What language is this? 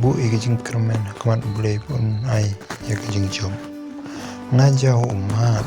Khasi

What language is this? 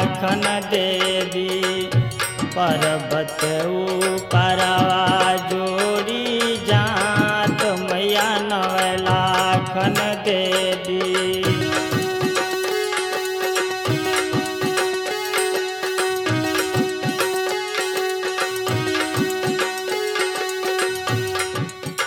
Bhojpuri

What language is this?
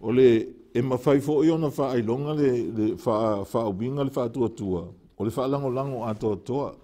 Samoan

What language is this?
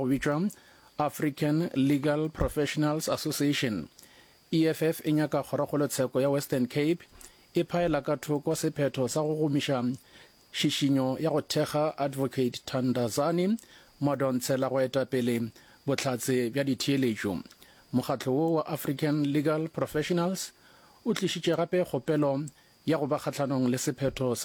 Northern Sotho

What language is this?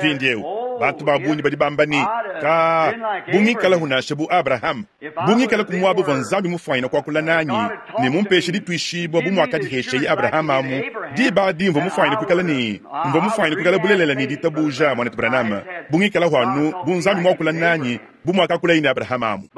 Luba-Lulua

